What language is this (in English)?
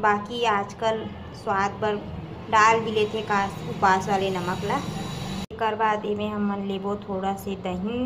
Chhattisgarhi